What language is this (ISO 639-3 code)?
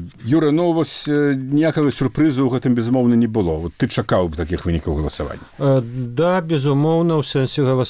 bel